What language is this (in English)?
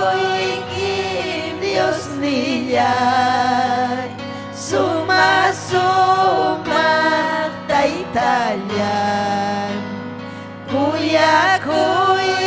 Ayacucho Quechua